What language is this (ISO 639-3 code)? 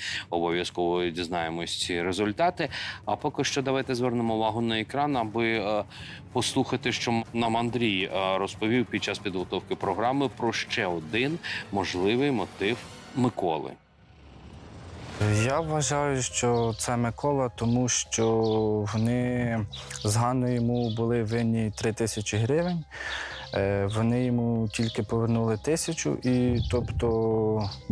ukr